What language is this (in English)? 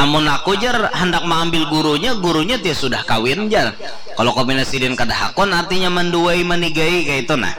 Banjar